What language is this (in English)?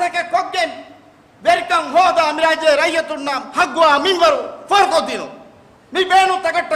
Divehi